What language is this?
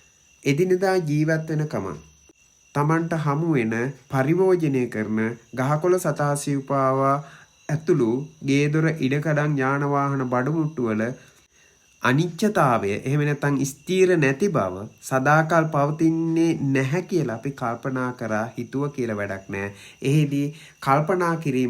Sinhala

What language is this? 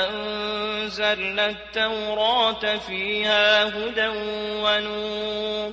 Maranao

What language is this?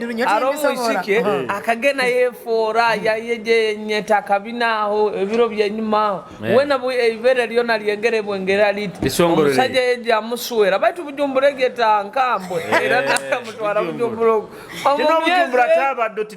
Nyoro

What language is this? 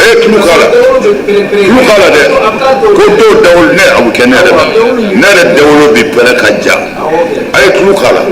Bambara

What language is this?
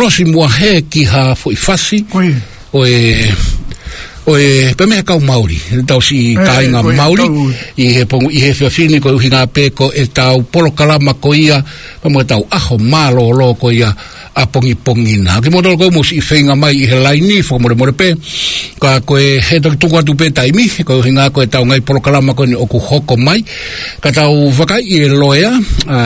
Tongan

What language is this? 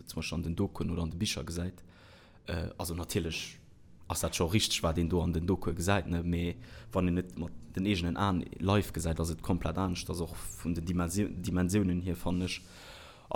Luxembourgish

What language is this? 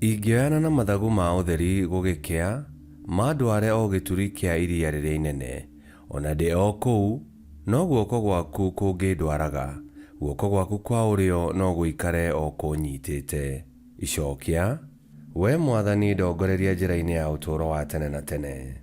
Kikuyu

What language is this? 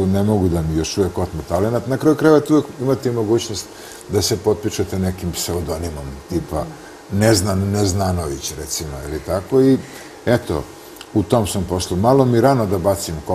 Serbian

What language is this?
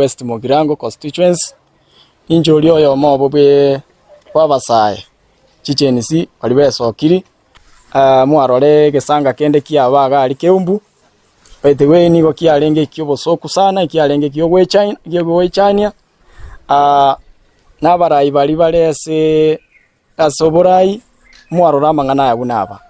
Gusii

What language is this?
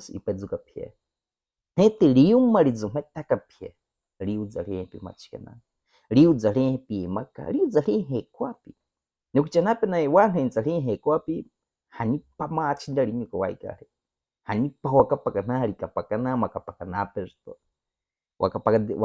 Baniwa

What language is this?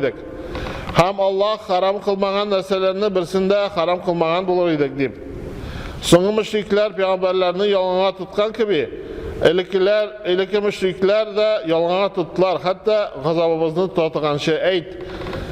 Tatar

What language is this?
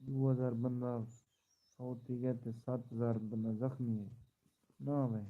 Saraiki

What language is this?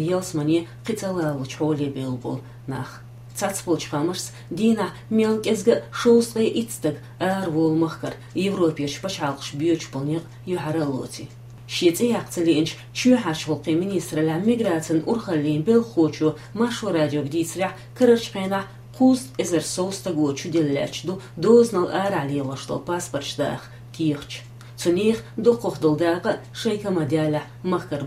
Chechen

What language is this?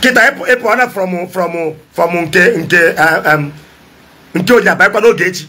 Igbo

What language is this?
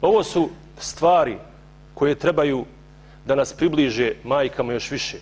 Bosnian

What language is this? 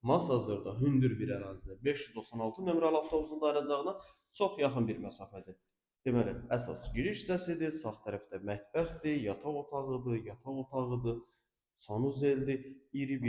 Azerbaijani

